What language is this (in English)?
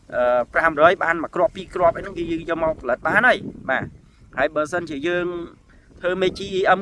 Khmer